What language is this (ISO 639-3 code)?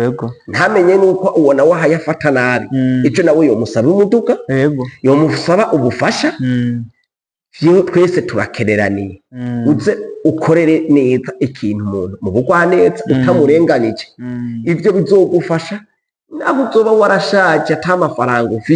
run